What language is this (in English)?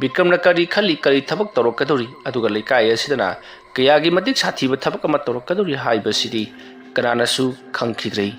Manipuri